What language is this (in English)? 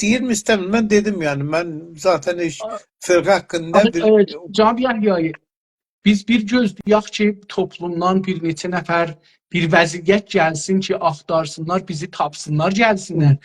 South Azerbaijani